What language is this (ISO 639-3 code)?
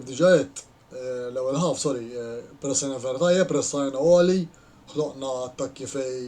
mlt